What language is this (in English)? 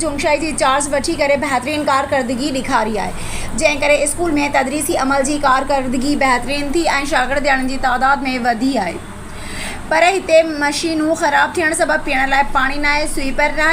Sindhi